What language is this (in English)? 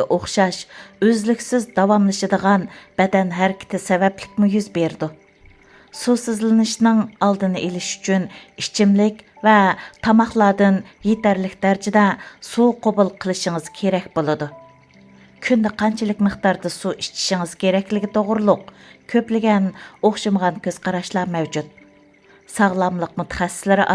Uyghur